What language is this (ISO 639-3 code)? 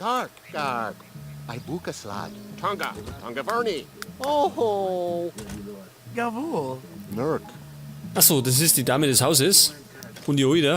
bar